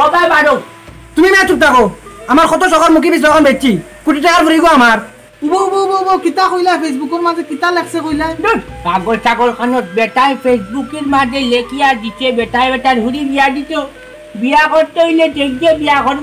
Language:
Sylheti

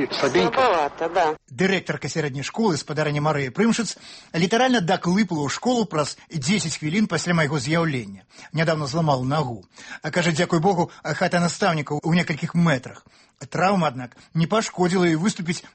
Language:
Belarusian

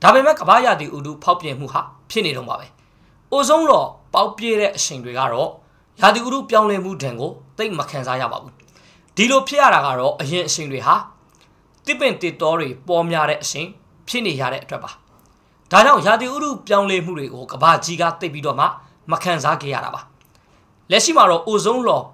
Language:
Burmese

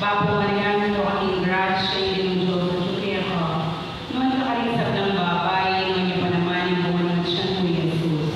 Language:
Pampanga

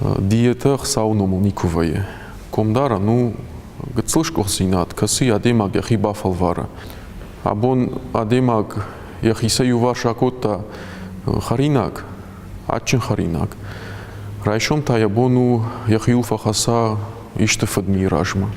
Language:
Ossetic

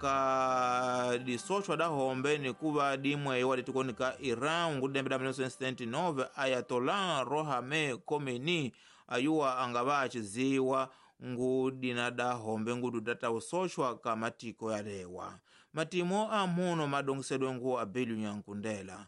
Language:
Tsonga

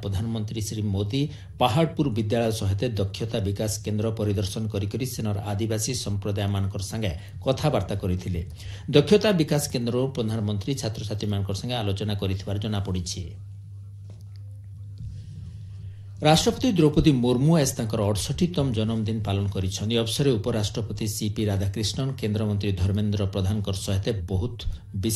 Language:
Odia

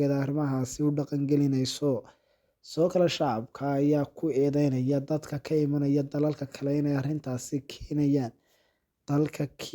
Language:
Somali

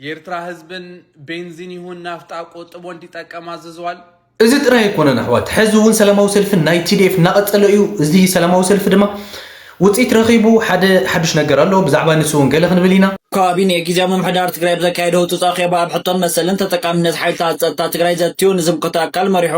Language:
Tigrinya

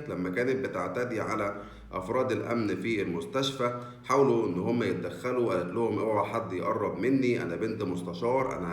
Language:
Egyptian Arabic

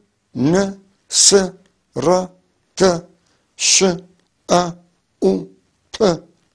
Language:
North Levantine Arabic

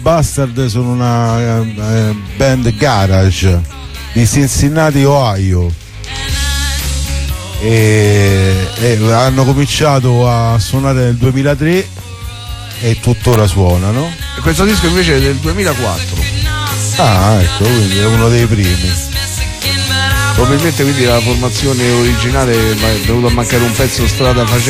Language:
Italian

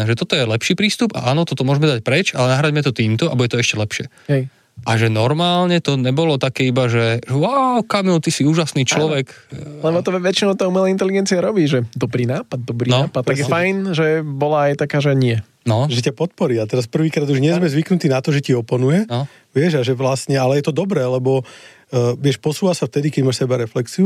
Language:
Slovak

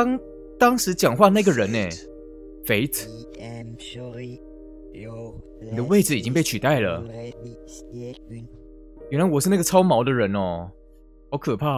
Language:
Chinese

